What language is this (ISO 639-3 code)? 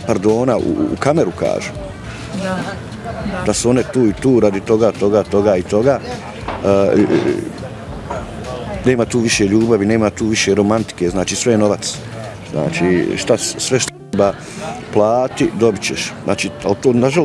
bos